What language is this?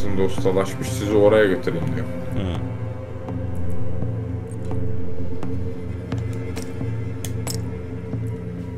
Turkish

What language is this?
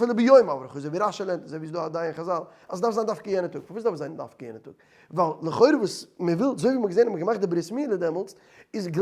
Yiddish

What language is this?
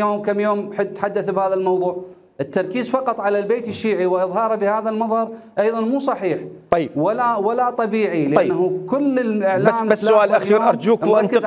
Mesopotamian Arabic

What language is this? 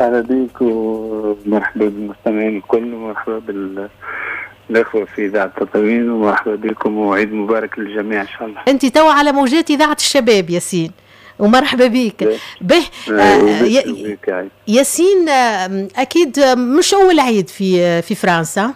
Tunisian Arabic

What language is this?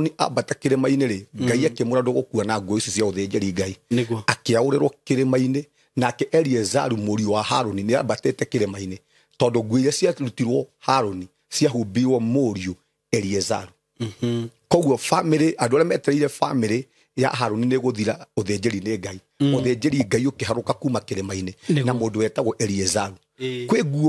Kikuyu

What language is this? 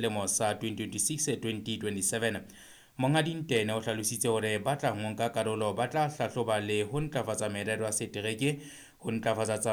Southern Sotho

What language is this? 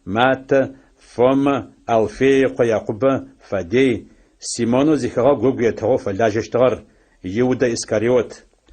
Adyghe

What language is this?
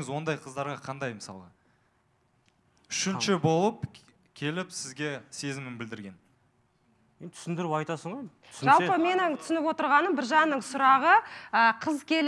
Kazakh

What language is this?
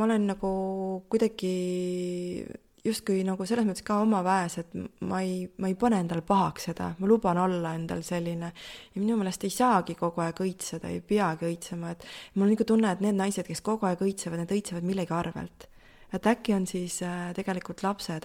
Estonian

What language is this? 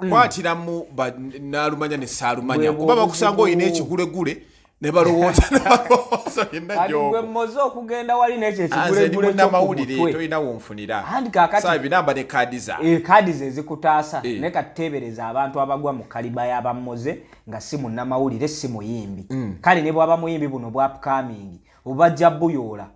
Ganda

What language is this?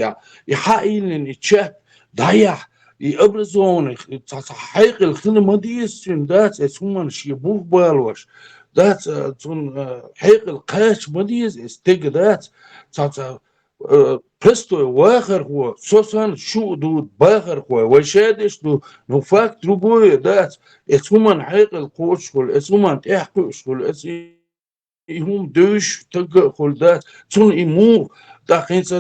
Chechen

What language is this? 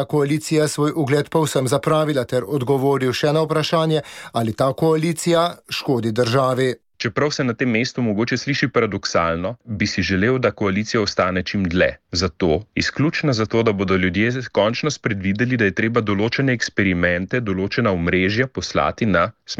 Slovenian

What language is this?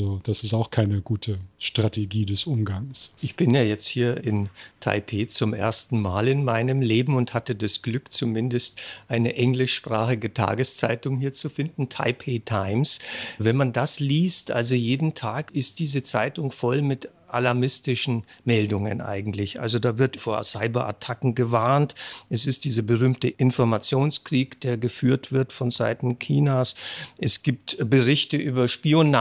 German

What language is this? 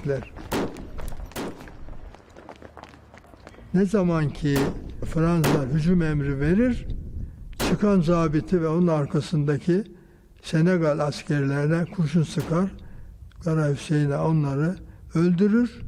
Turkish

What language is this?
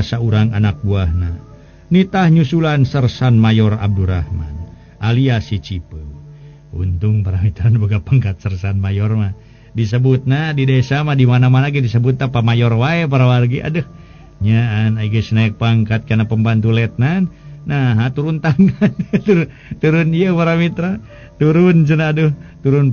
Sundanese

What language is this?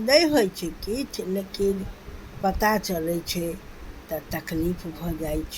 Maithili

